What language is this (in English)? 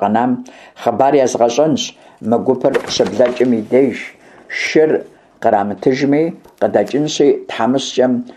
Kabardian